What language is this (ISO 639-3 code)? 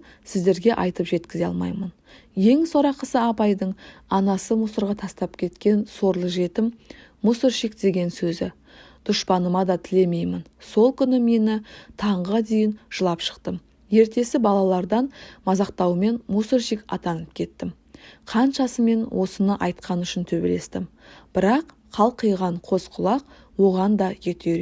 kaz